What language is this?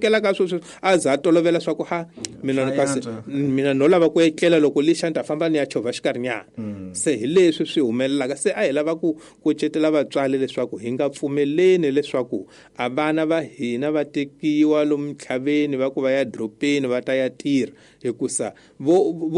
Tsonga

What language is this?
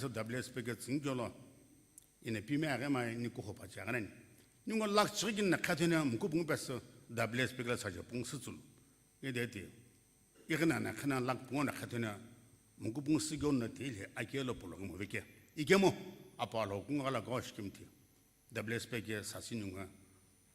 Sumi Naga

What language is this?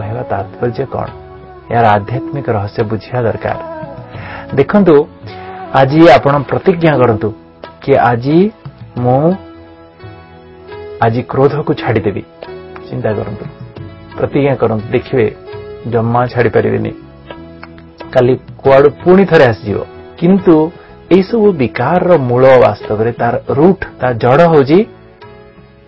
Odia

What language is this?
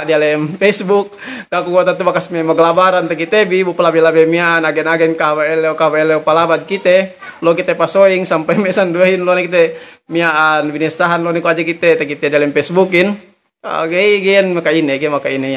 Yakan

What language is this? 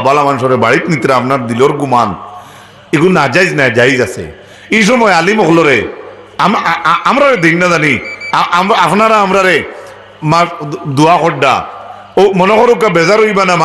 Sylheti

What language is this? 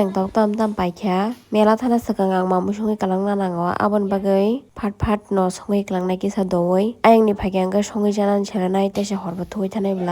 Kok Borok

